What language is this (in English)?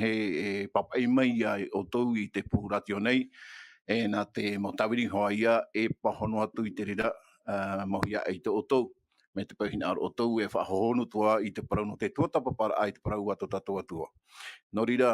Tahitian